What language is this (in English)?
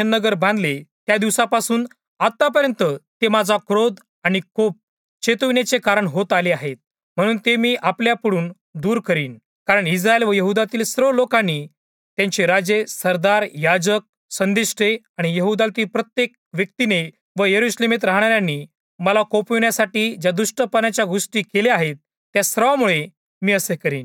Marathi